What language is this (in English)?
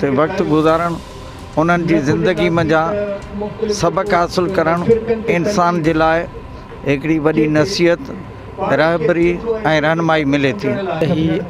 Sindhi